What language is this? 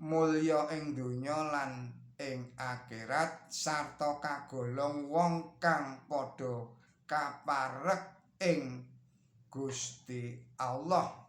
Javanese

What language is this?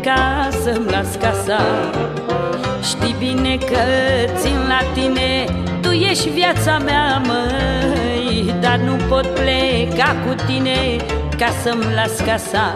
Romanian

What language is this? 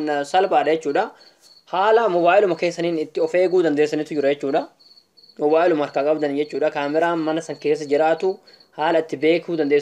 Oromo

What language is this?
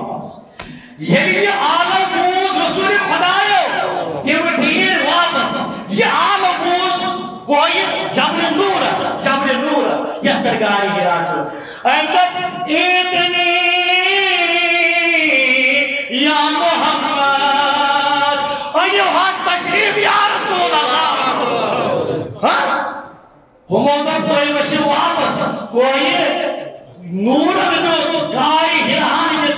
Kashmiri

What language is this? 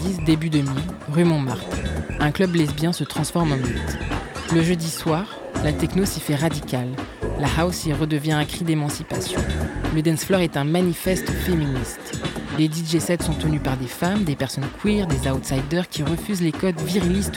French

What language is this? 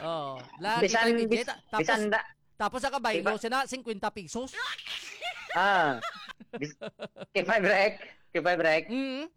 Hiligaynon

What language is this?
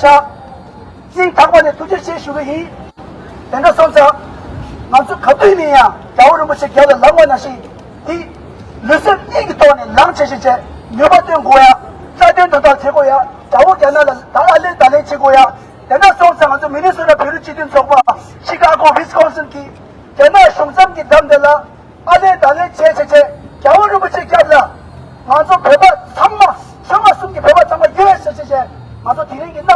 Tibetan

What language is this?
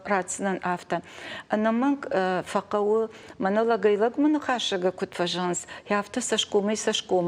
Ossetic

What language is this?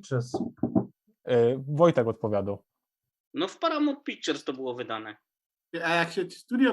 Silesian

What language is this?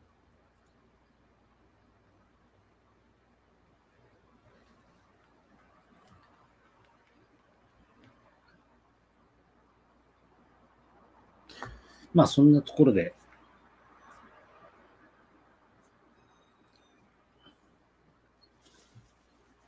Japanese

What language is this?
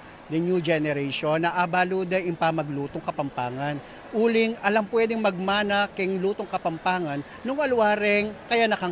Pampanga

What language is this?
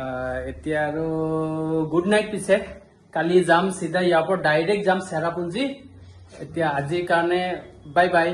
Assamese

